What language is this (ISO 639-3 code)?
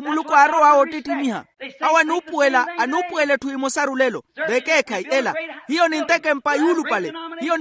vmw